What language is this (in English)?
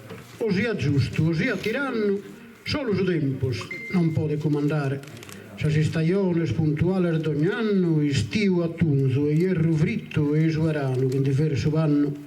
Sardinian